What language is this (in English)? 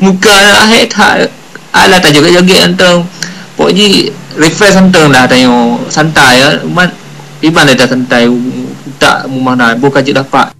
Achinese